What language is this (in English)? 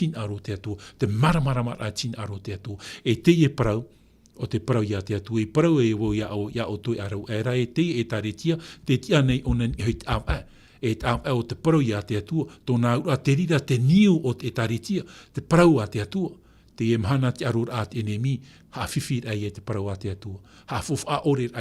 Tahitian